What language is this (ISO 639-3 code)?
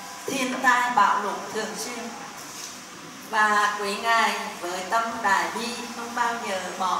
vie